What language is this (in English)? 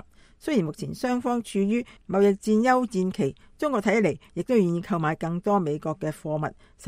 Cantonese